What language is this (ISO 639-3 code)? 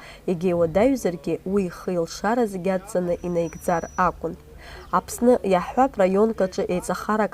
abk